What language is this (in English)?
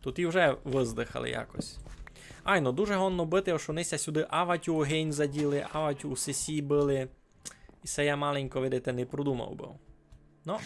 Rusyn